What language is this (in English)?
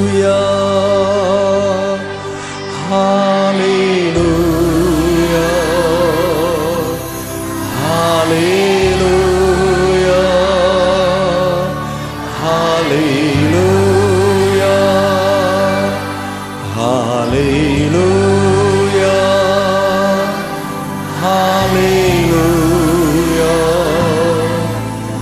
Tamil